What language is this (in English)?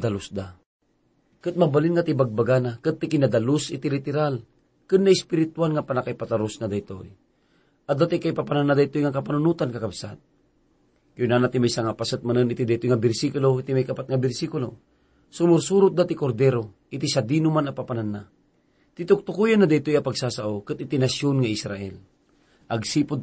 Iloko